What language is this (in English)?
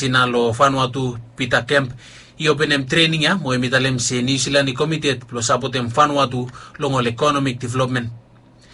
Bislama